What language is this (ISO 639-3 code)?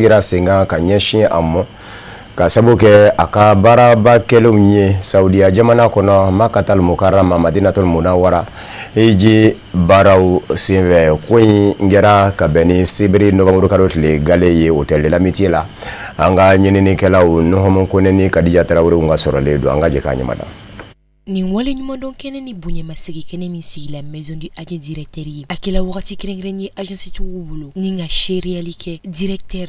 bam